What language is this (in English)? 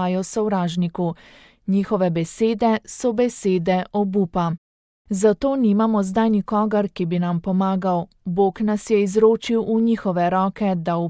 Slovenian